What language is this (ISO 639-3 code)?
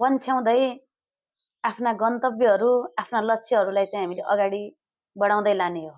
nep